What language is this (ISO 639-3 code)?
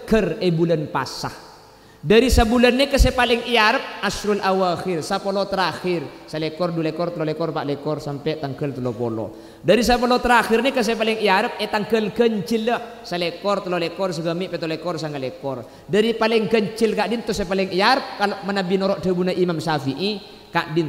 mad